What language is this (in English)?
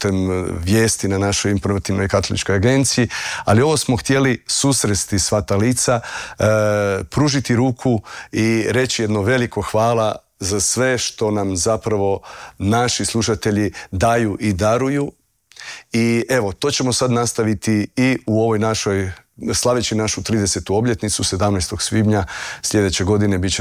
Croatian